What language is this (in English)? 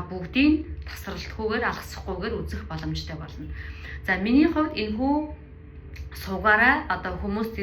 Mongolian